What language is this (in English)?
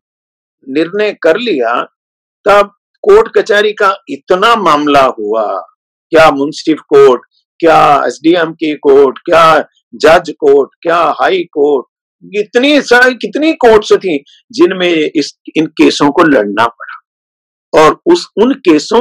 Hindi